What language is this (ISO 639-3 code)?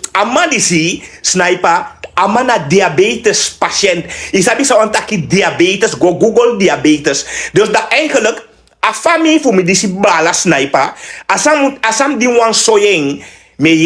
srn